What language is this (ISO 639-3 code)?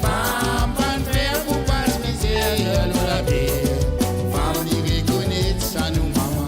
mfe